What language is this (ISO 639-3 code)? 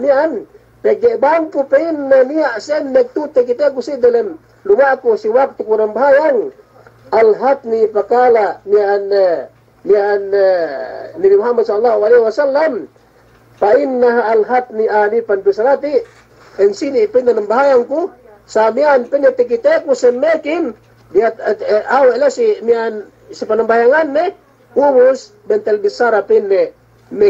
yka